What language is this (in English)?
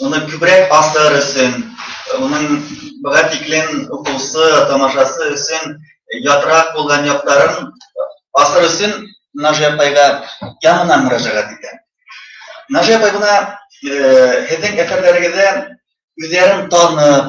Bashkir